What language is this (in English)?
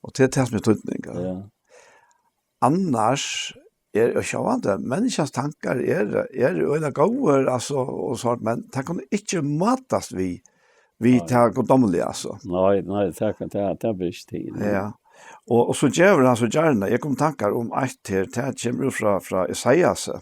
Faroese